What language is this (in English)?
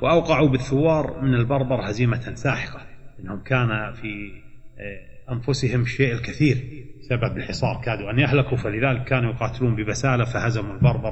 Arabic